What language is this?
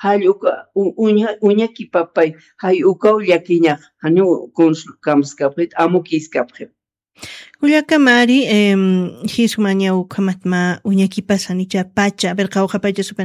Aymara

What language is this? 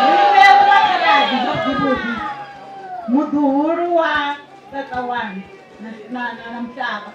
Venda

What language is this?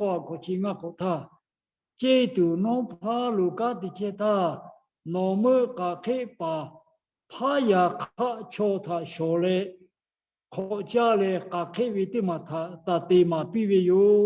Lahu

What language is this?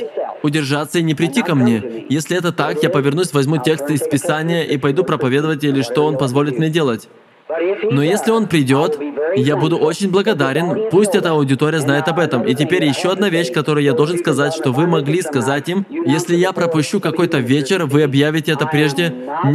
Russian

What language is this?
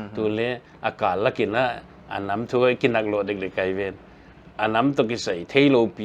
Paite Chin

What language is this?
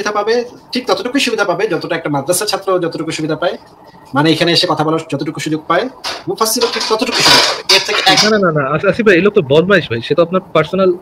Bangla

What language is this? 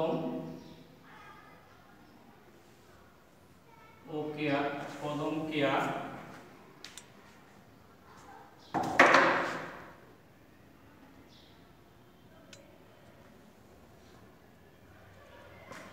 Bangla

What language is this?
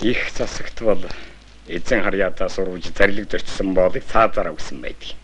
Mongolian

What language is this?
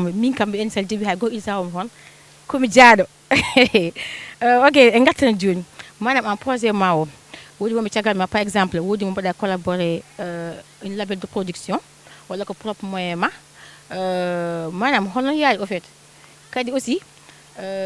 Fula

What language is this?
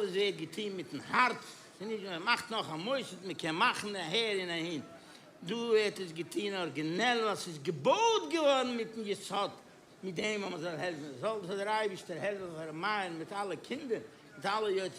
Yiddish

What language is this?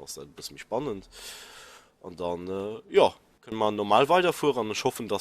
Luxembourgish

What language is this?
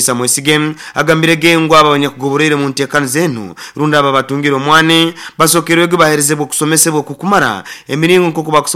Nyoro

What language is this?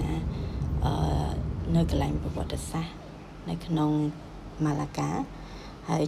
Khmer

